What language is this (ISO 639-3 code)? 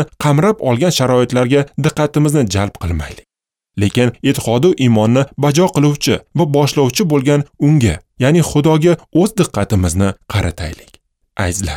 uzb